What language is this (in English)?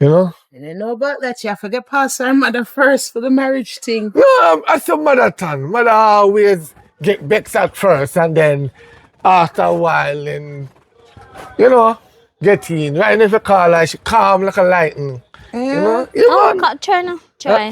Jamaican Creole English